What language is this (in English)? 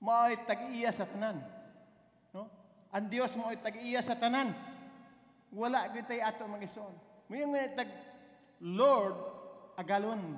Cebuano